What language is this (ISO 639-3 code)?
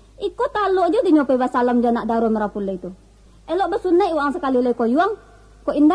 min